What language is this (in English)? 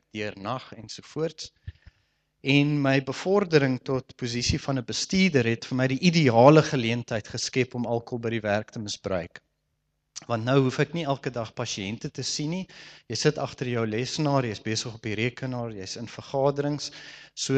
Afrikaans